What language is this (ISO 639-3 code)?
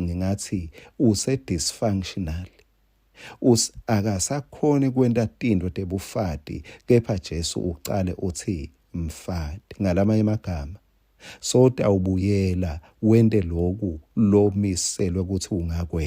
ssw